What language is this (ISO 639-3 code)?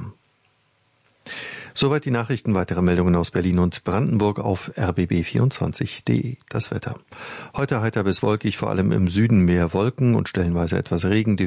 deu